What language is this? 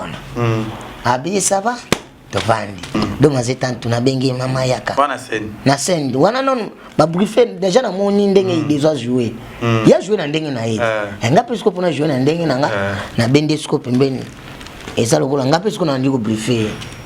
Lingala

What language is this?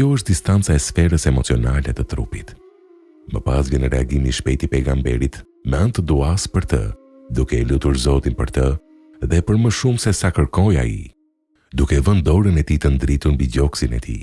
Albanian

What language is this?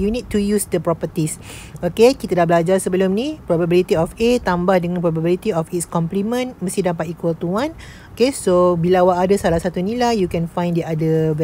Malay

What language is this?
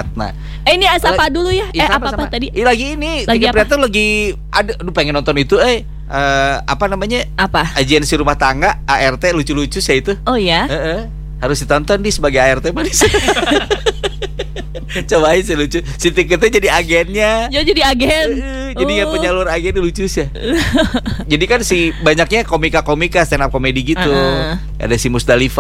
Indonesian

